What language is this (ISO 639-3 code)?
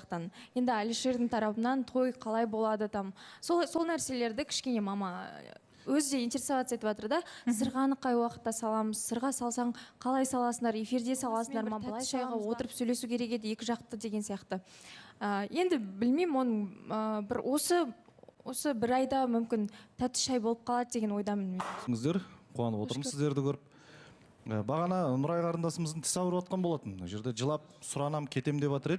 kaz